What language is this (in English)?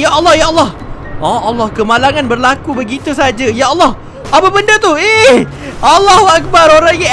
Malay